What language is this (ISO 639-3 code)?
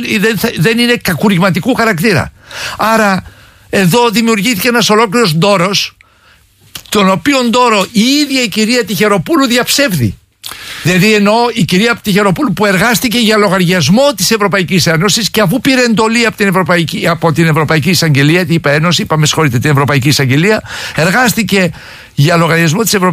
ell